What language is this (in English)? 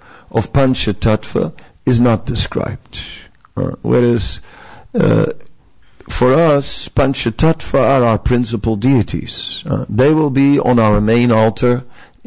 English